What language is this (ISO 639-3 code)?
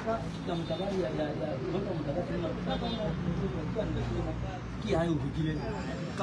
sot